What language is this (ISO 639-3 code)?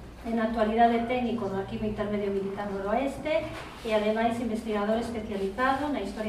glg